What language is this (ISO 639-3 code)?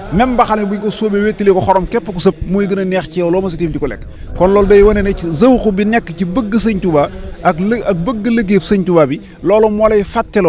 wol